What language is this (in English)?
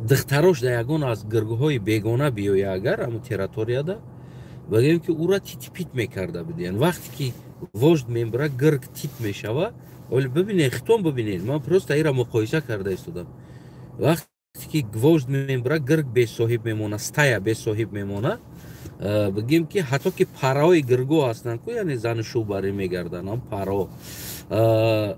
Tajik